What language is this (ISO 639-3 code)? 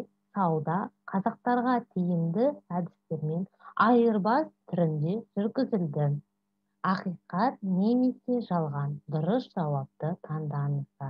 kaz